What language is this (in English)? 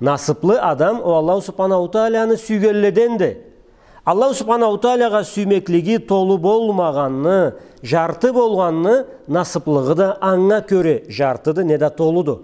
Karachay-Balkar